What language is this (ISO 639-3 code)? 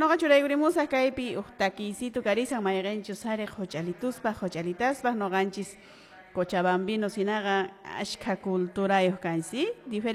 que